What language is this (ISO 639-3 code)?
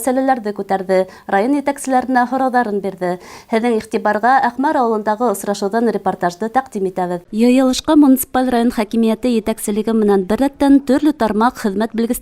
bak